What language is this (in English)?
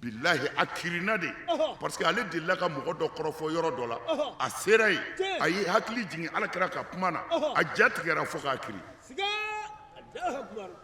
Bambara